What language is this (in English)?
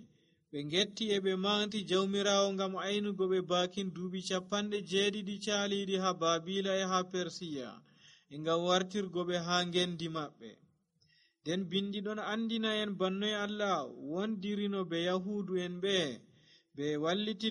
Nigerian Fulfulde